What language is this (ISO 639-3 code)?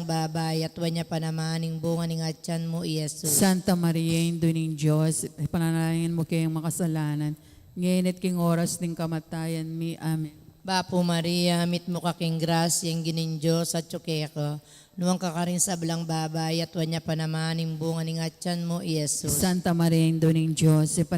pam